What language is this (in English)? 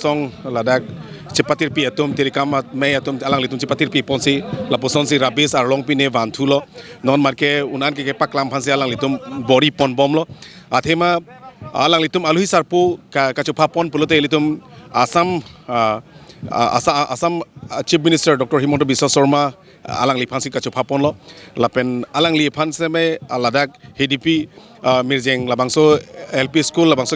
Karbi